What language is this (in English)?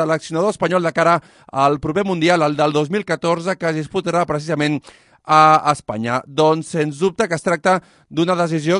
Catalan